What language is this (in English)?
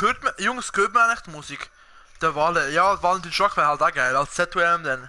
Swiss German